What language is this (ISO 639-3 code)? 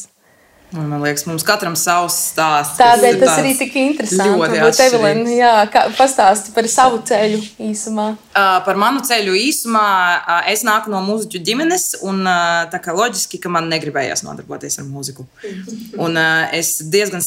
lav